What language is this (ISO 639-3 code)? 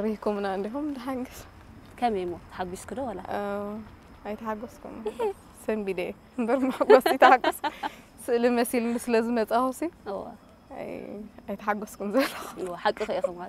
tir